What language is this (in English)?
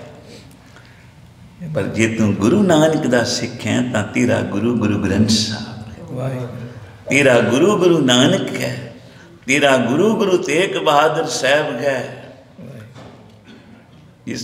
Punjabi